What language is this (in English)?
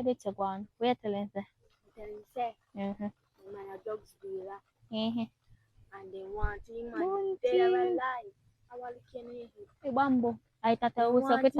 Jamaican Creole English